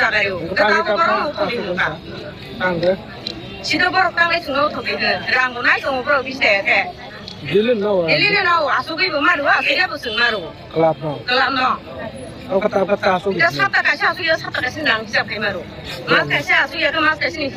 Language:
Riang (India)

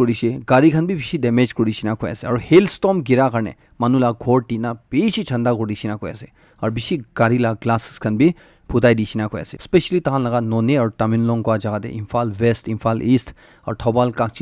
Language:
Naga Pidgin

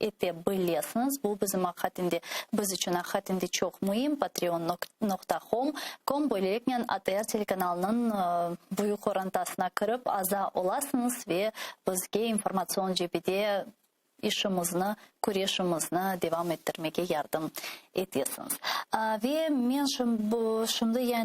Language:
Crimean Tatar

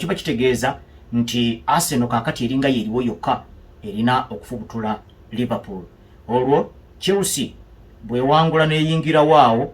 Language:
Ganda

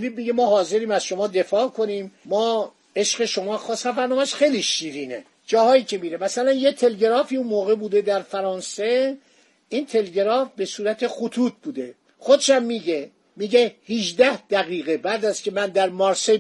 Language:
Persian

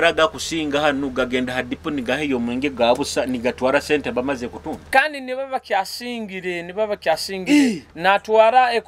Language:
Nyoro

